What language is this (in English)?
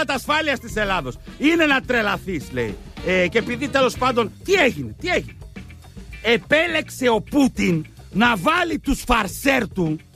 Greek